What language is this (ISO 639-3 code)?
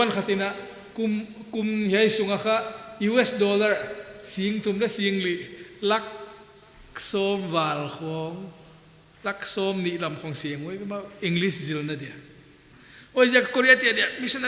pck